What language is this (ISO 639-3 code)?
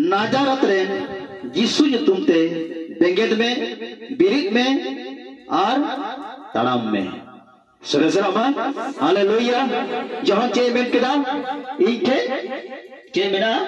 sat